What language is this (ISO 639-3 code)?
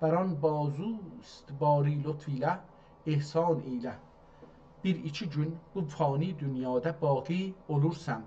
azb